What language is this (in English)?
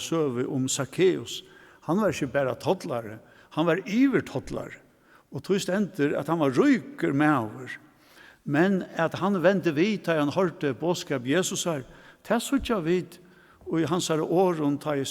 Faroese